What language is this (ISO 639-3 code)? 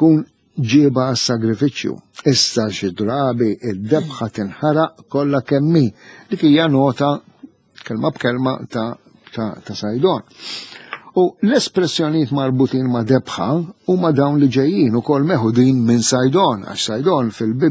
mlt